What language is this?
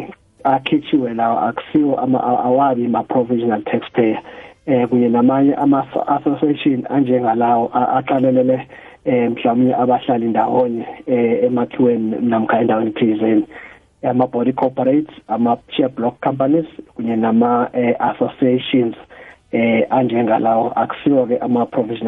South Ndebele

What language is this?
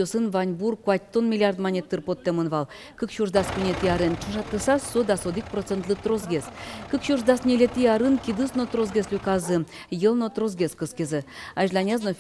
Udmurt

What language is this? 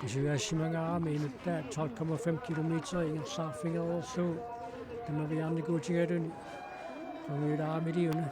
Kalaallisut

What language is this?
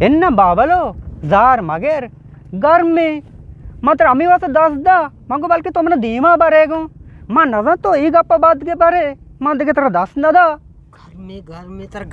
Eastern Balochi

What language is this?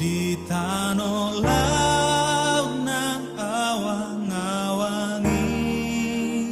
Batak Toba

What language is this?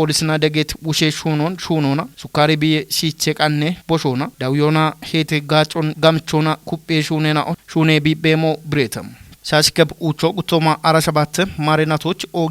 Kafa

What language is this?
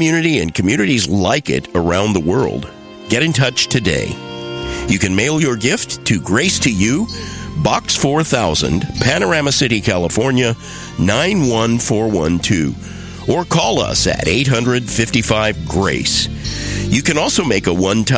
English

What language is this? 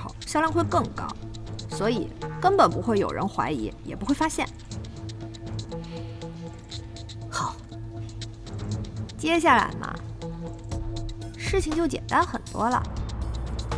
Chinese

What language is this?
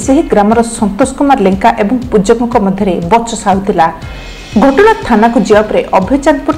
Odia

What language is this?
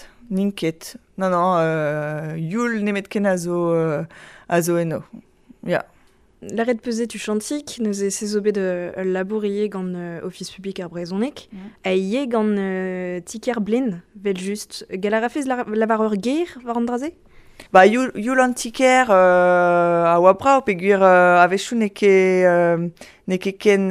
Breton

